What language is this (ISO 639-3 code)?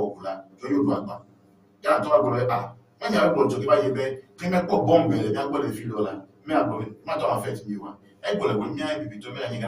ewe